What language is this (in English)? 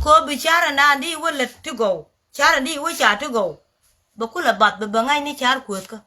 Nuer